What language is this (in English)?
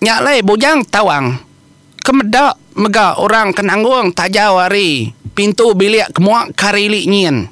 Iban